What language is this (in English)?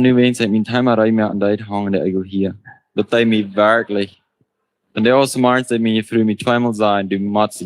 Plautdietsch